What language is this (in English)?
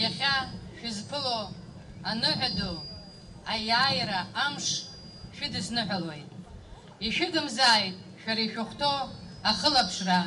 Abkhazian